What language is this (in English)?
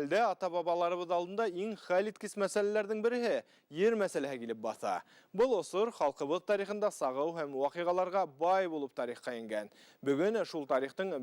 Bashkir